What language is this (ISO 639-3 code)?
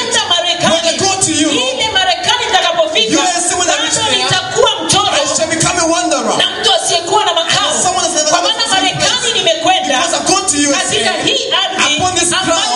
swa